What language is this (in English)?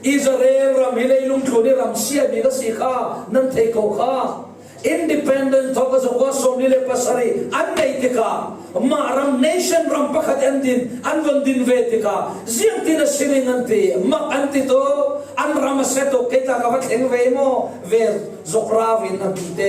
Falam Chin